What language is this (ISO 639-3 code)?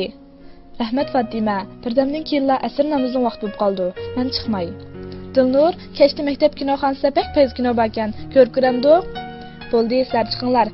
uig